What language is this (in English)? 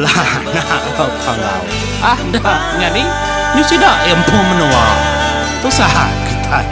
Iban